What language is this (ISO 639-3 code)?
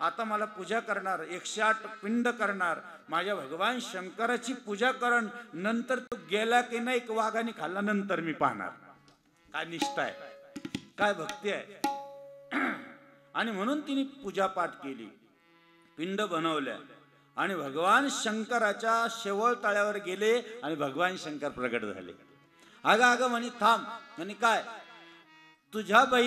mar